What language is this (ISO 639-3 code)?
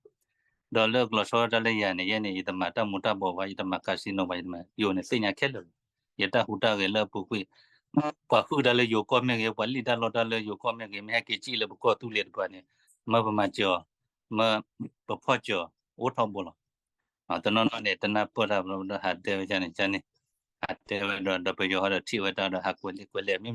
ksw